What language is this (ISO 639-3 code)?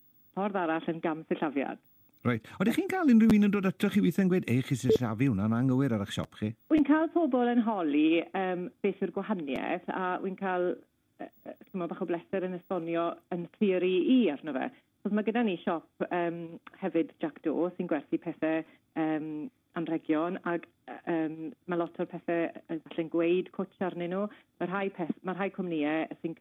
cym